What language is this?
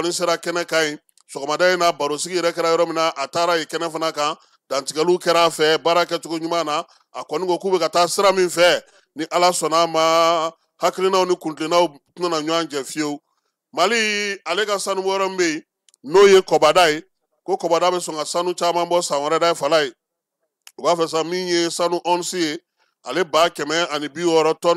Bambara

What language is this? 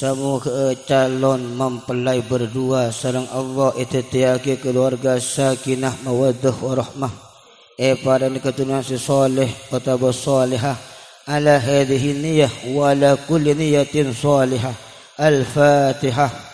Madurese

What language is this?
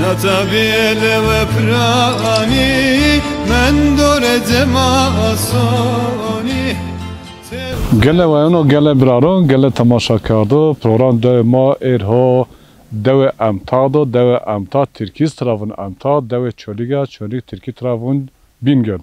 Zaza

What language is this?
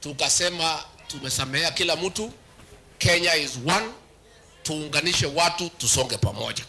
Meru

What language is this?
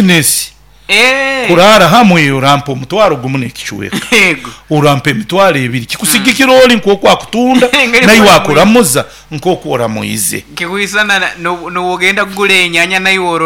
Nyoro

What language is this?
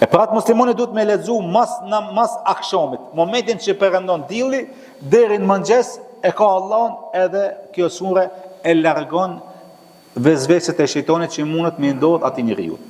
Albanian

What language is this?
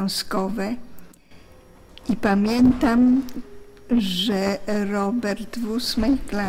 Polish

